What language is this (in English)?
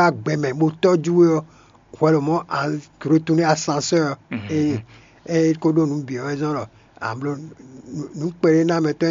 Fon